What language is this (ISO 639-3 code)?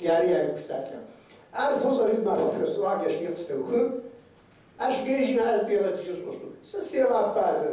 kbd